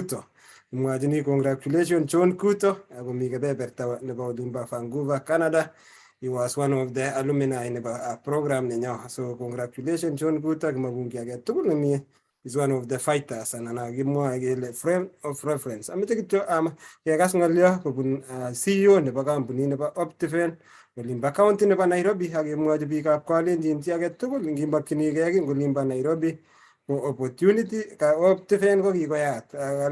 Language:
Kalenjin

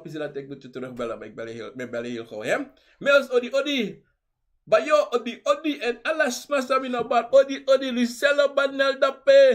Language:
Sranan Tongo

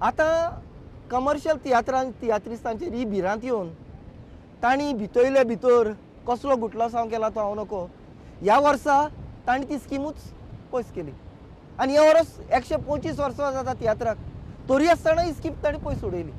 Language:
Konkani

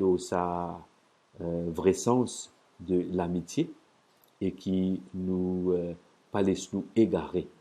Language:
Morisyen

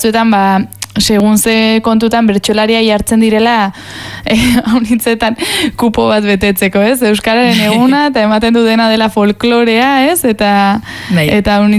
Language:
Basque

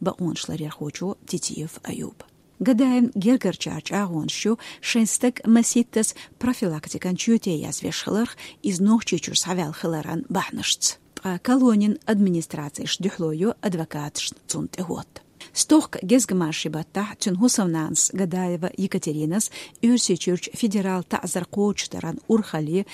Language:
Chechen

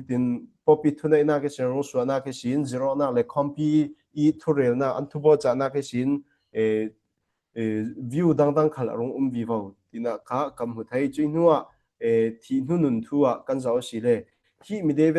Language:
Falam Chin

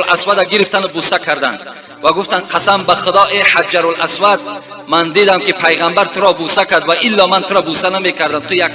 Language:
Tajik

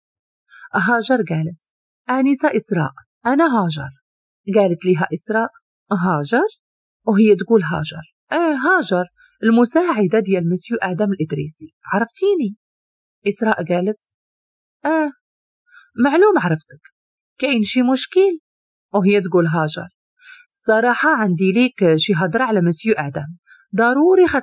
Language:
Moroccan Arabic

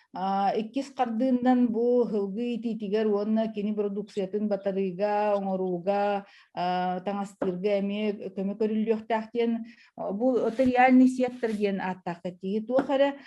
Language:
Yakut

